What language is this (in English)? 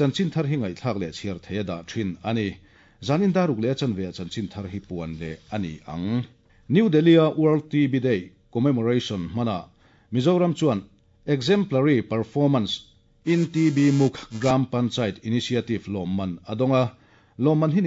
Mizo